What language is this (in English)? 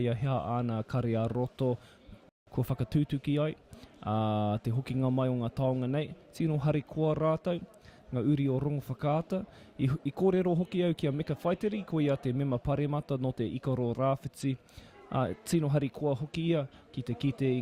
Māori